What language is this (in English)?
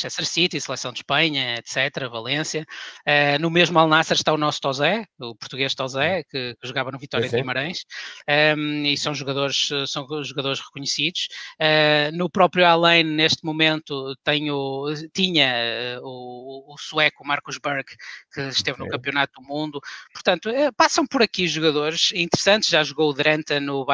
Portuguese